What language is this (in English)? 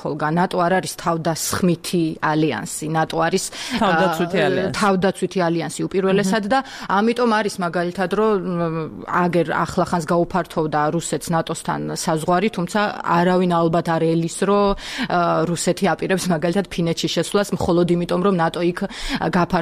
Georgian